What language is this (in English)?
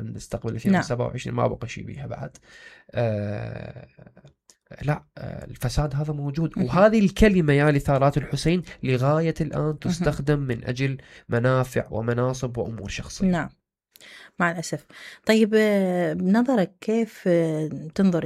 Mesopotamian Arabic